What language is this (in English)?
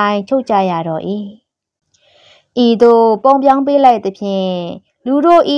Burmese